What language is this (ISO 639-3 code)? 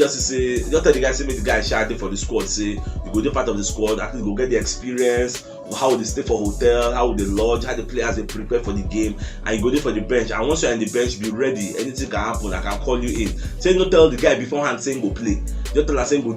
pcm